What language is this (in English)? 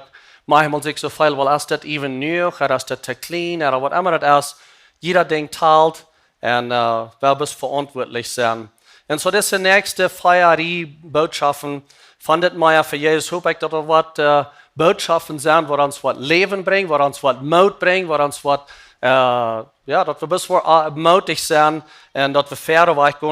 Plautdietsch